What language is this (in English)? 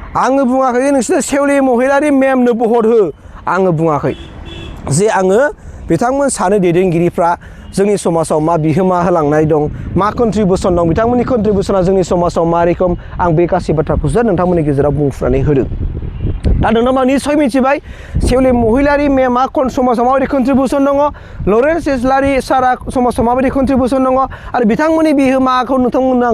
Bodo